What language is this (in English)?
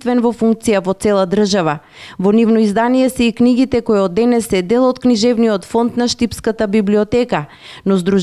Macedonian